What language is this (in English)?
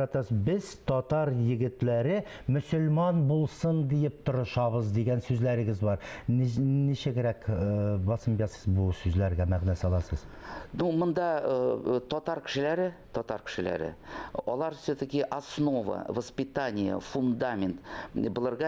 Tatar